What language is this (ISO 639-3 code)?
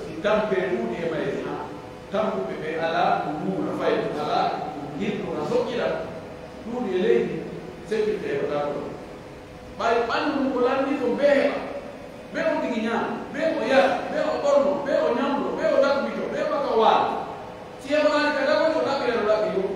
fuf